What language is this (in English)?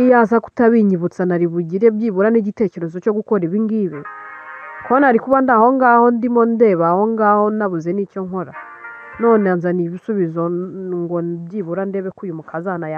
Kinyarwanda